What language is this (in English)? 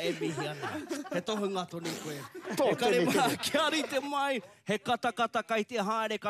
Māori